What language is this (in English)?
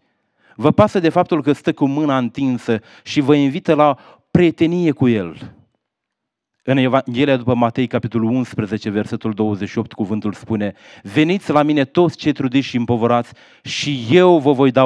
Romanian